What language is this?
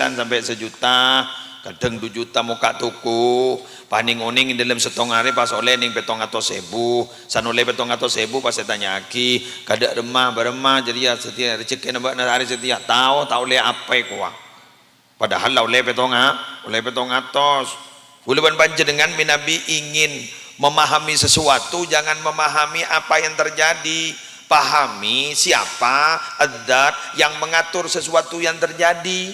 Madurese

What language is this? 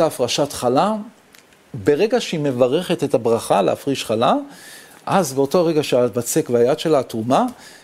Hebrew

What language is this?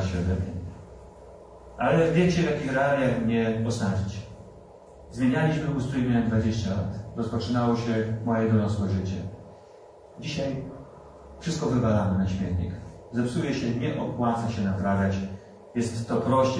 Polish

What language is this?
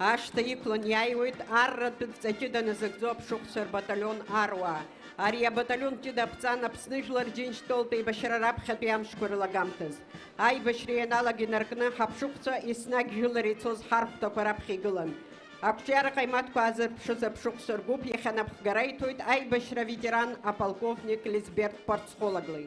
Abkhazian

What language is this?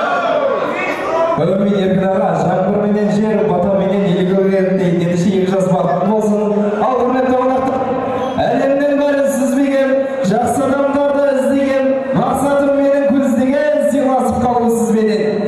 Kazakh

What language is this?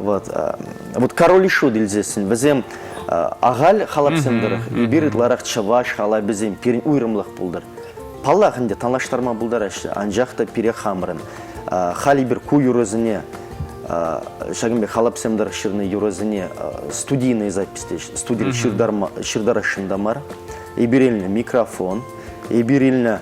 Chuvash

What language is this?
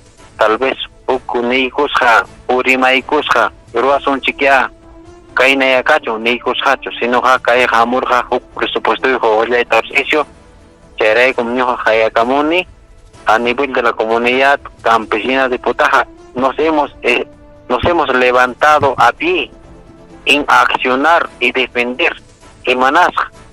Ayacucho Quechua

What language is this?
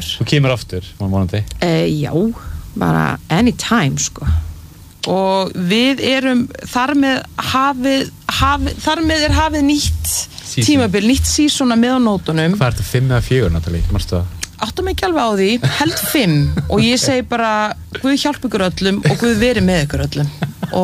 Icelandic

